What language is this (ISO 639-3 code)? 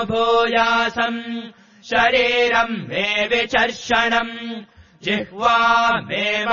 san